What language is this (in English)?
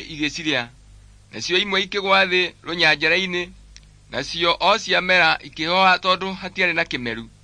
Kikuyu